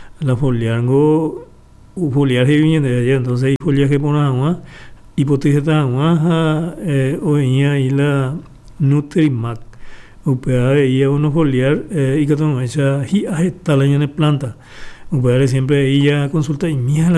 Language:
Guarani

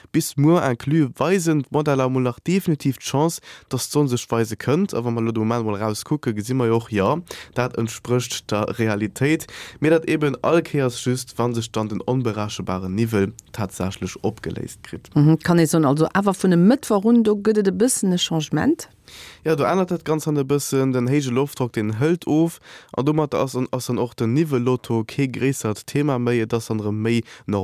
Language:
Luxembourgish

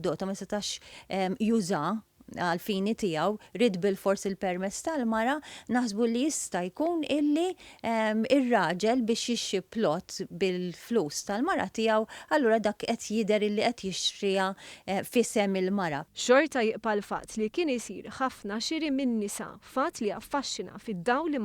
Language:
Maltese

